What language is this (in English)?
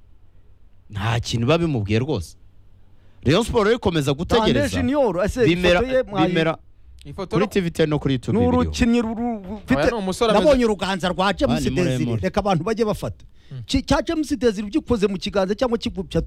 Kinyarwanda